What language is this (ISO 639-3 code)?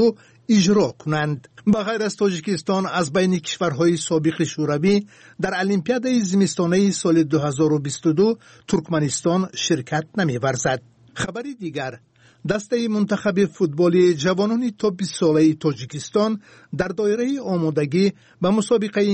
tgk